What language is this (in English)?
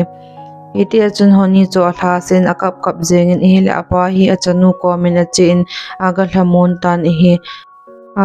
Thado Chin